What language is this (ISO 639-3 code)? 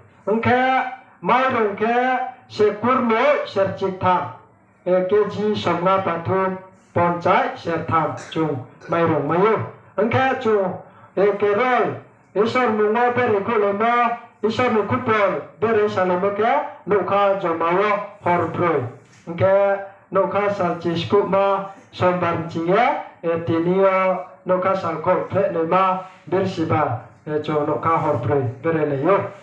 ria